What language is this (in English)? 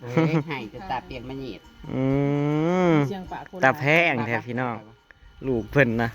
Northeastern Thai